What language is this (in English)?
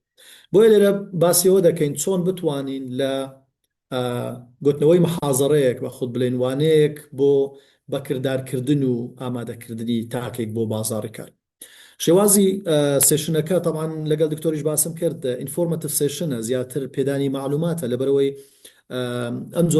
Central Kurdish